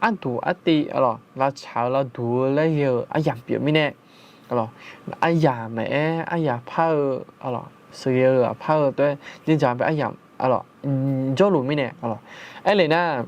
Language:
Akha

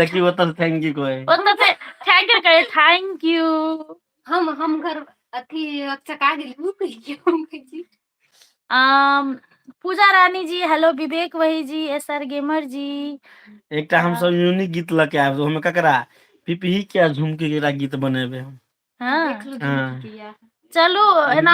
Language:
Maithili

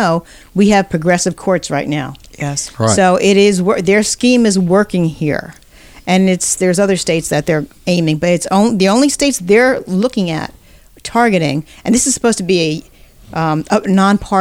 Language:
English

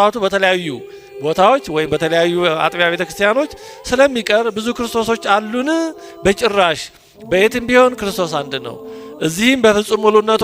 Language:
Amharic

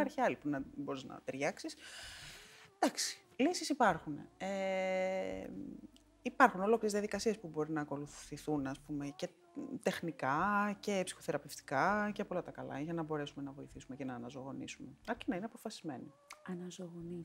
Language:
Greek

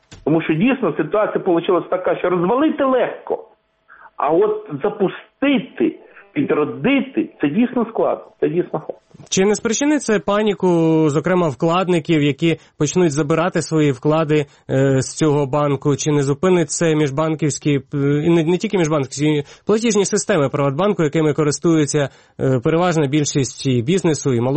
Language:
Ukrainian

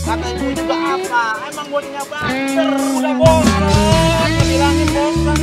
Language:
Betawi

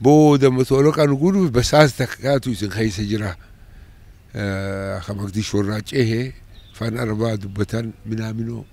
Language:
Oromo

